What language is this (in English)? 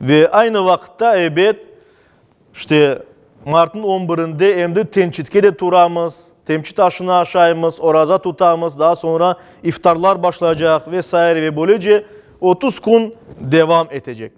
Crimean Tatar